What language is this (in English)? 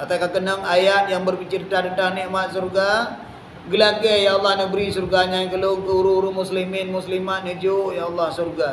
Achinese